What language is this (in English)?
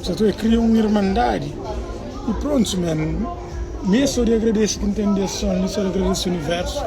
Kabuverdianu